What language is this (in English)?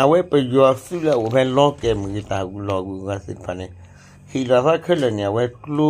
S'gaw Karen